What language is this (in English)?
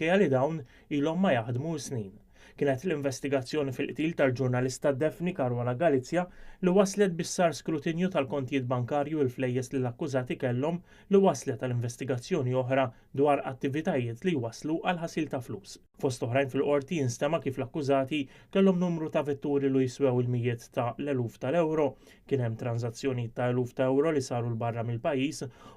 Maltese